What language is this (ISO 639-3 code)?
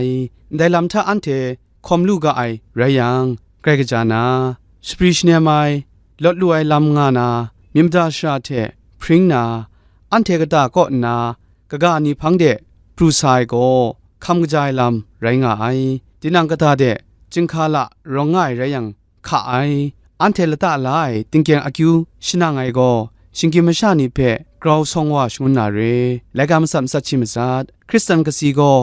kac